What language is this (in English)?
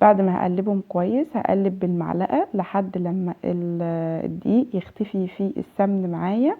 Egyptian Arabic